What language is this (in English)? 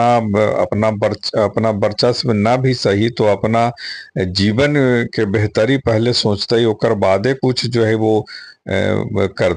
Magahi